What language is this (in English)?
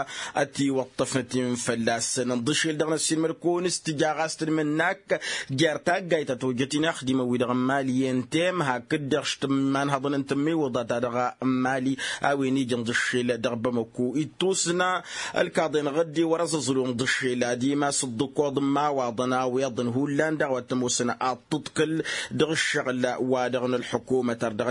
Tamasheq